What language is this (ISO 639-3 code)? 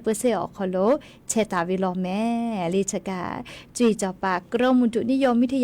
lhu